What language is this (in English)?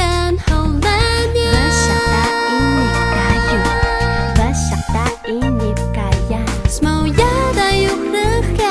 Atayal